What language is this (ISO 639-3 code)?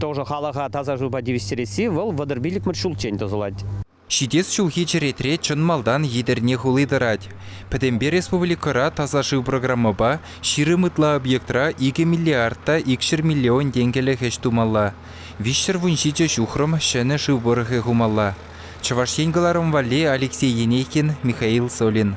chv